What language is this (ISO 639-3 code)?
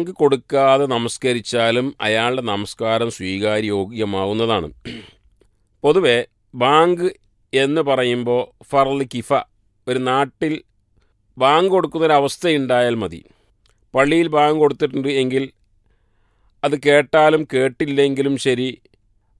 mal